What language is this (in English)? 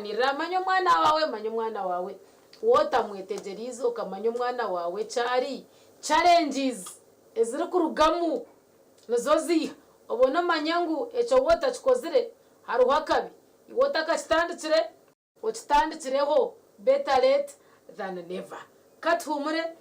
Nyankole